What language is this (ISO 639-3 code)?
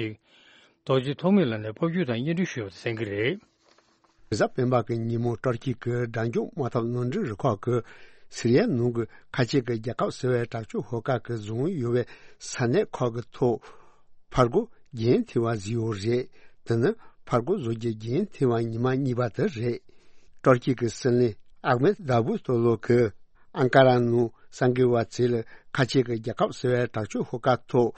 bod